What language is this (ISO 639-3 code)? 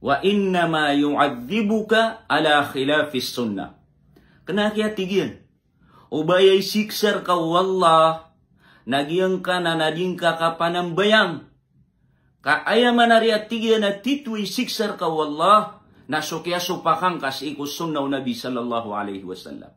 mrw